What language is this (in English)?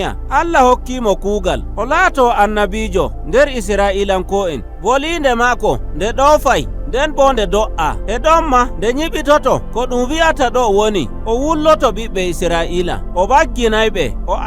Nigerian Fulfulde